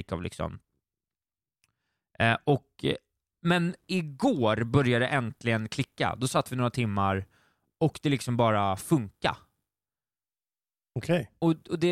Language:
Swedish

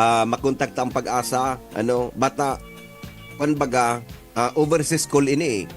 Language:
Bikol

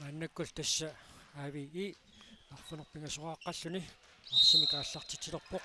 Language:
Kalaallisut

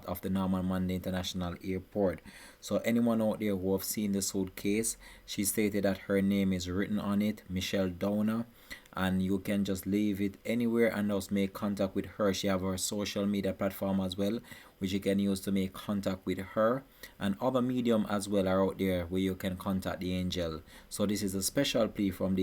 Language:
Jamaican Creole English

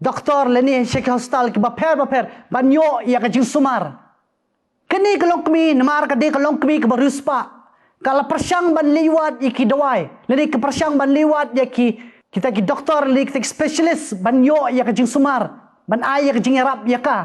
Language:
Khasi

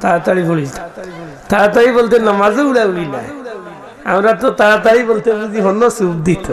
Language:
Sylheti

